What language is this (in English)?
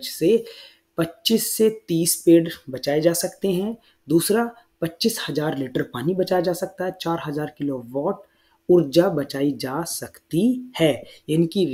Hindi